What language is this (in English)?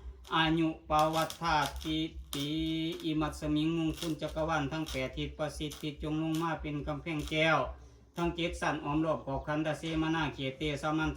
Northeastern Thai